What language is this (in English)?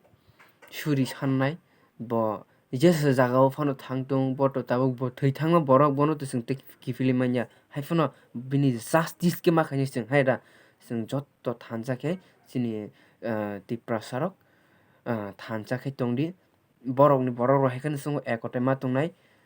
Kok Borok